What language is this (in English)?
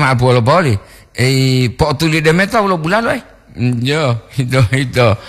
Gorontalo